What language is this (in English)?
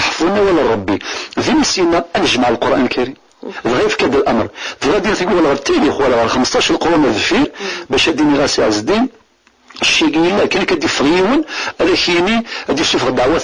Kabyle